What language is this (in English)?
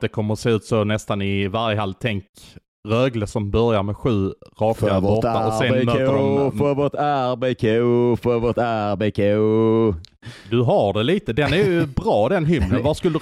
Swedish